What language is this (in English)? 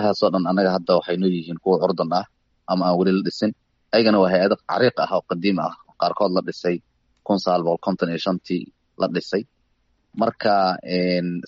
Somali